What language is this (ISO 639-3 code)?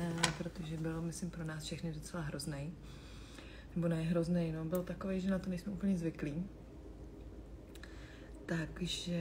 ces